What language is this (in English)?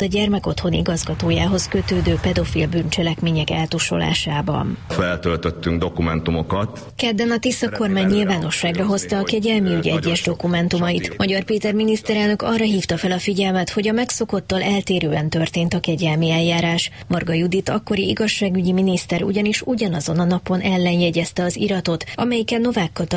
Hungarian